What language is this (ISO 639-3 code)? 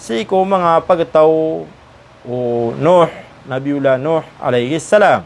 mrw